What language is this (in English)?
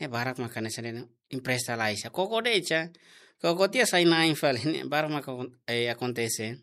Tetum